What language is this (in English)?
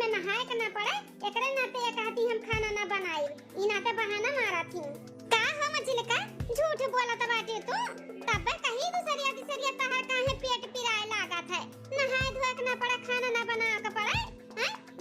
Awadhi